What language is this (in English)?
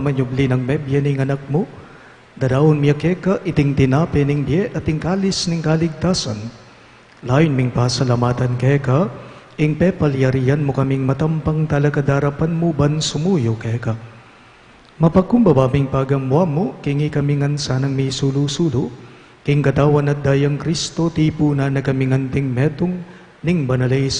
Pampanga